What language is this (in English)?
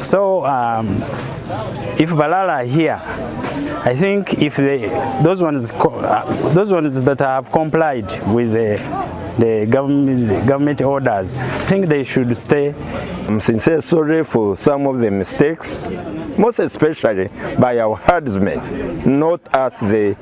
Acoli